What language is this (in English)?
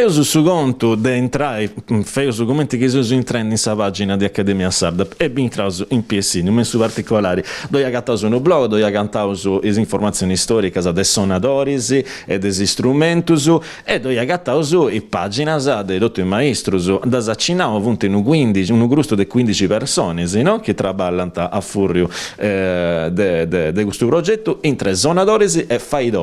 Sardinian